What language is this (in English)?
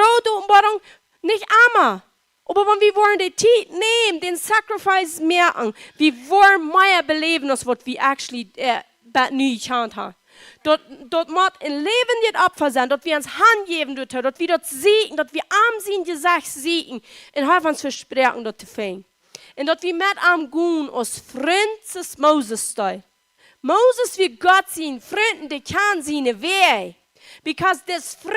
Plautdietsch